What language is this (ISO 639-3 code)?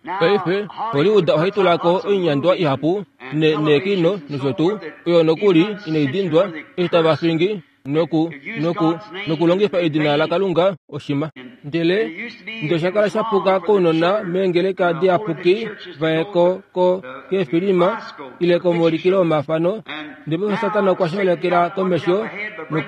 kua